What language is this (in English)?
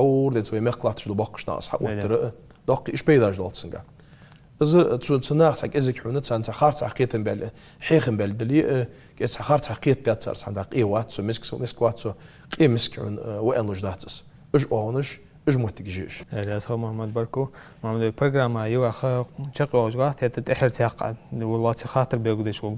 Ingush